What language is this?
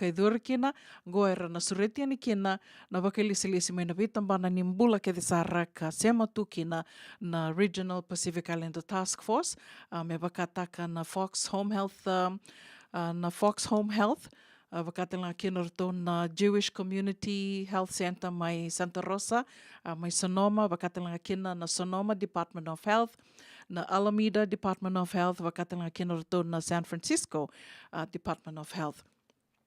Fijian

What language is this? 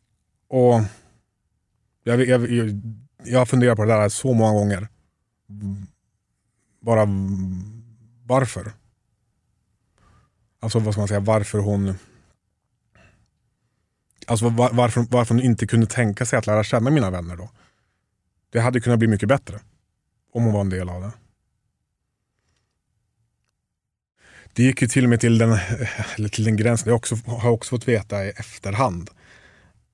Swedish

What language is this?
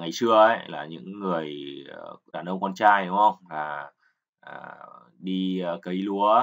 Vietnamese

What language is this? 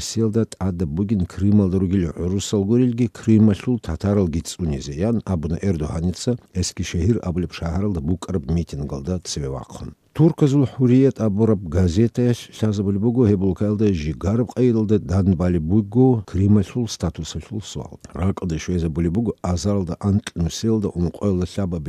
Avaric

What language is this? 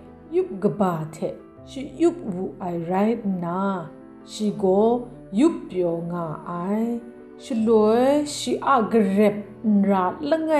Kachin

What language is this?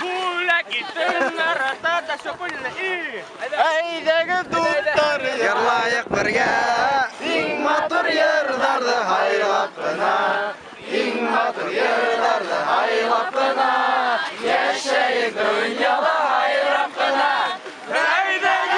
Bashkir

